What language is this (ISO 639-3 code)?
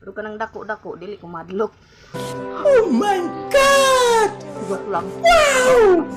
ceb